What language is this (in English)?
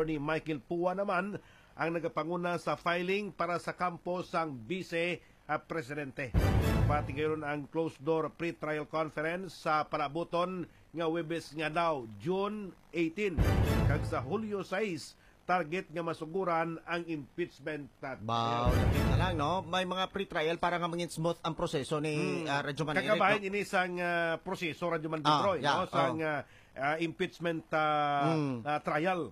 Hiligaynon